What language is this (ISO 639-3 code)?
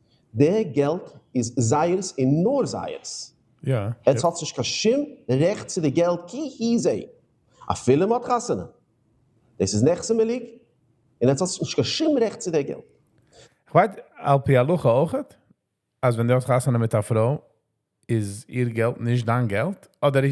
yid